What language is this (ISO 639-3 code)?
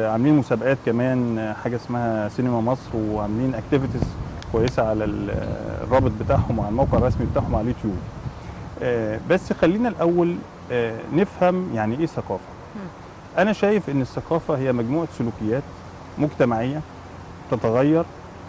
arz